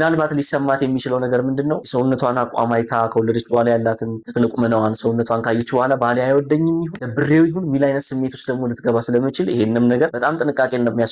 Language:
Amharic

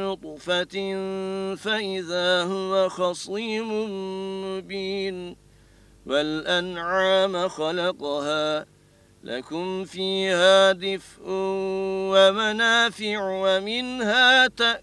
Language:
Arabic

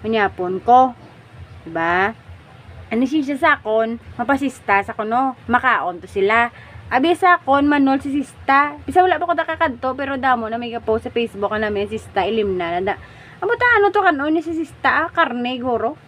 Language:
Hiligaynon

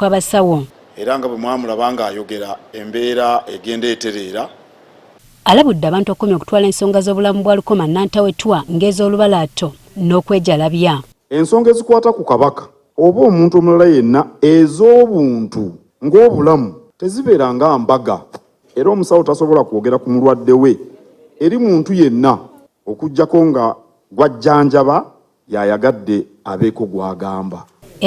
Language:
Ganda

